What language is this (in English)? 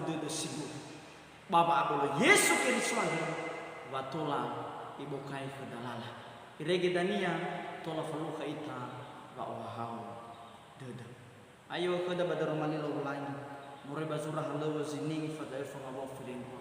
Nias